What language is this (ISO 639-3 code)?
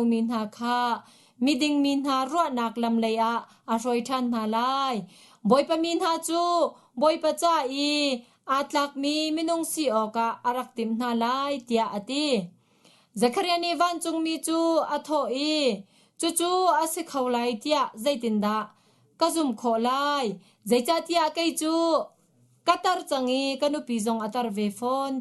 cnh